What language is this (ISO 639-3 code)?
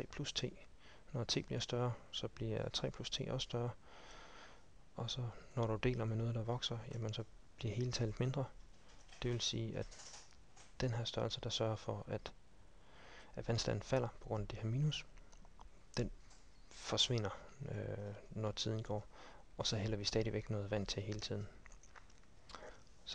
dan